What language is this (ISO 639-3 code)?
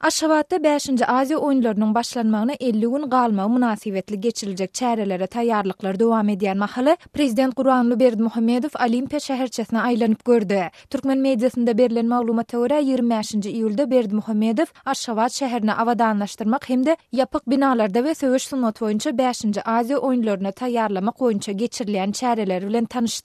tuk